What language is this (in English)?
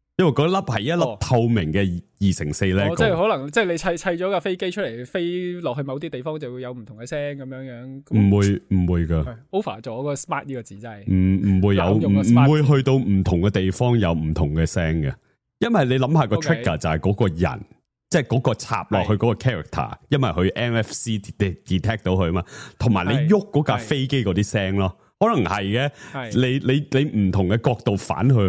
Cantonese